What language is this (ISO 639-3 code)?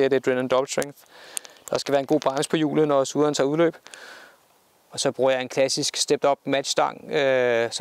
dan